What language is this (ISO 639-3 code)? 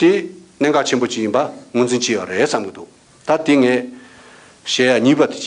bod